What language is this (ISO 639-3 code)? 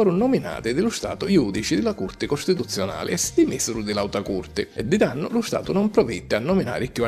scn